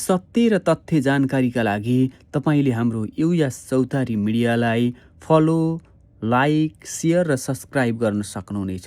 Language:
Nepali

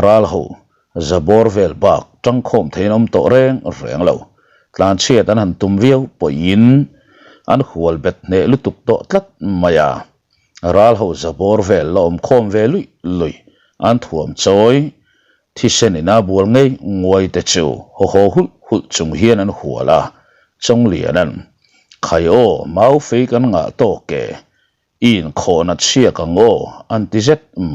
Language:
Mizo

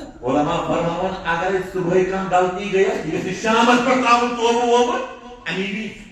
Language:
Kashmiri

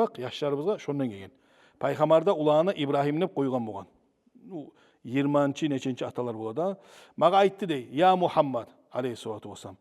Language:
Kumyk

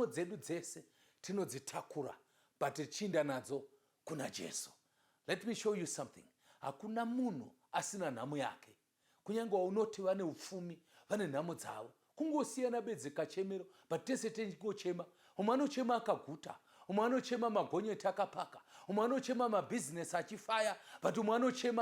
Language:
Shona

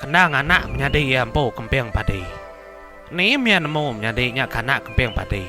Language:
Iban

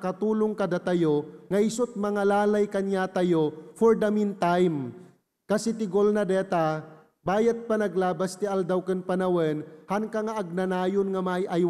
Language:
Iloko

